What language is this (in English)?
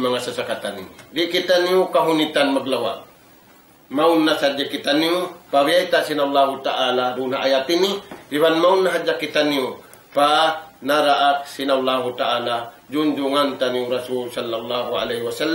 Tausug